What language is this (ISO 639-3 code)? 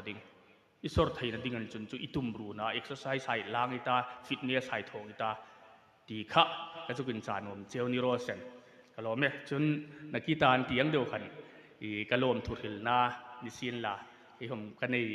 hmr